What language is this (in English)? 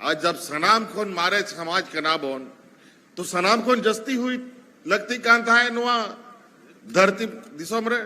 Santali